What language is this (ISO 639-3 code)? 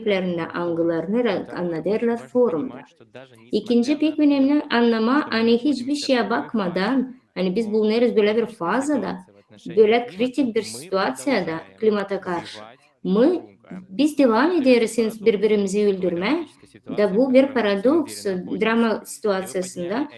gag